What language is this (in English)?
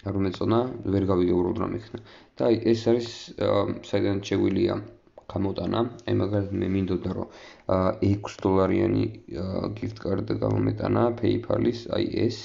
Georgian